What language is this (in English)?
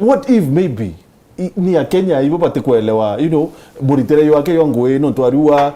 Meru